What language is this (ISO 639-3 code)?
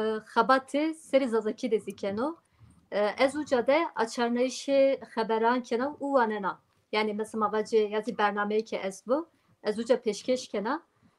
zza